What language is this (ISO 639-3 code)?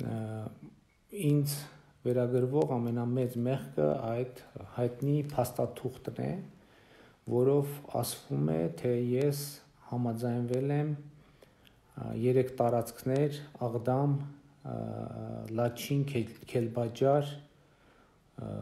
hye